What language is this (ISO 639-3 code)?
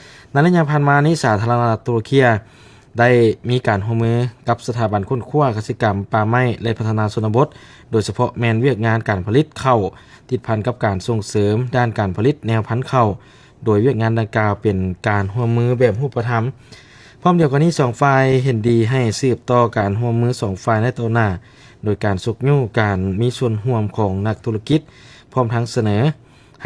lao